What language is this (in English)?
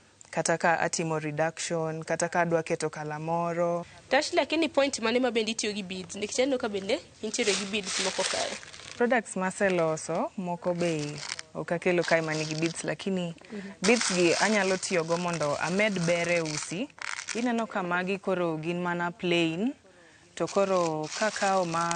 Luo (Kenya and Tanzania)